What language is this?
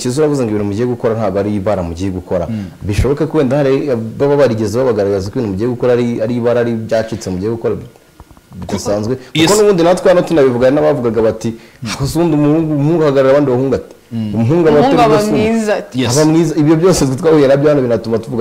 Kinyarwanda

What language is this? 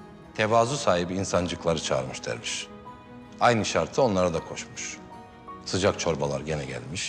Turkish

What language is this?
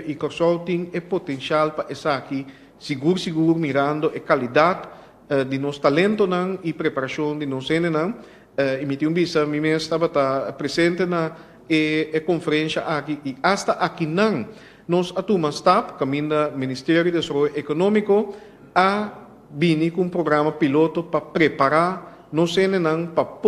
Papiamento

